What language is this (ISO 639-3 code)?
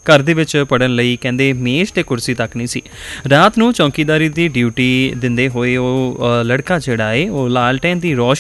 pan